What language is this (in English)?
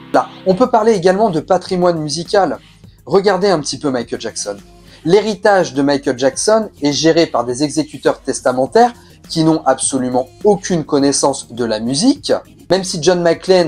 French